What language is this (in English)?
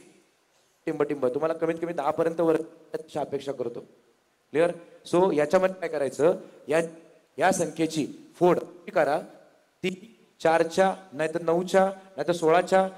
Marathi